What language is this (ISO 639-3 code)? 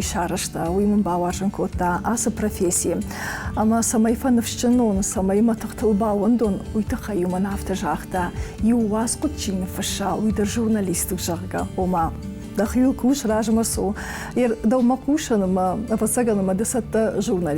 oss